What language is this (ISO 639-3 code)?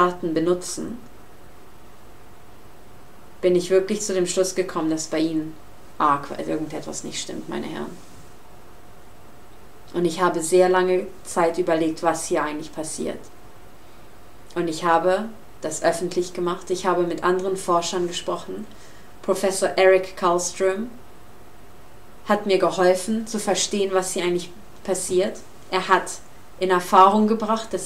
deu